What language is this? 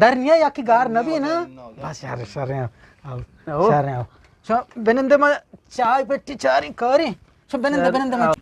Eastern Balochi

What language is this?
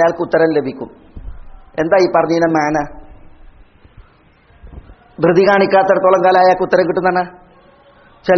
Malayalam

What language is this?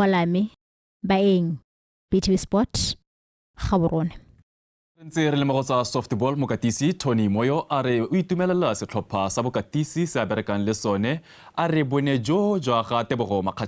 Tswana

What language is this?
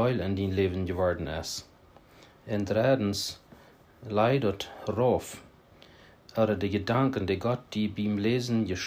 Plautdietsch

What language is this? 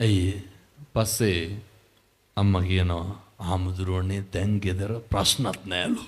Sinhala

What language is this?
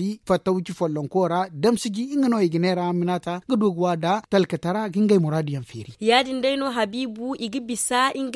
Zarma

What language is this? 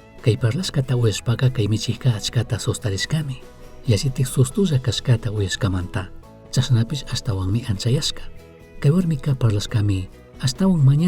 Chimborazo Highland Quichua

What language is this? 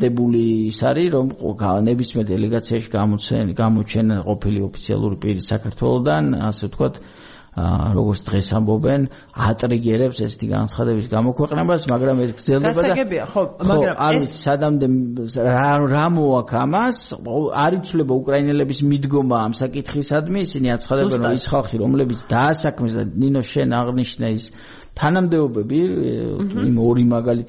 Georgian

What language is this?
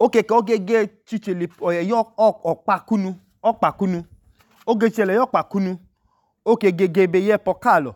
Idoma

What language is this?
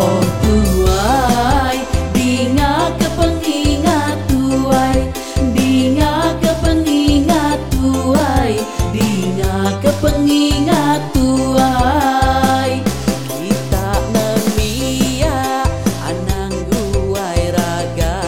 Iban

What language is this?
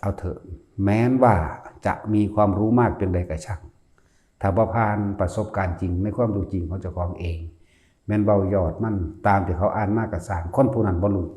Northeastern Thai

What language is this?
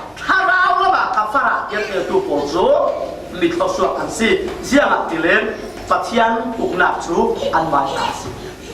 Falam Chin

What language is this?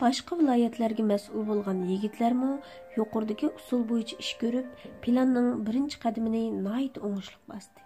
Uyghur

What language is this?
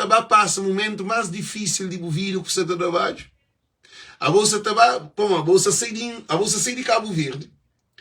Kabuverdianu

